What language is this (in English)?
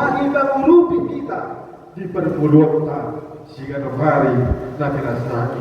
Batak Toba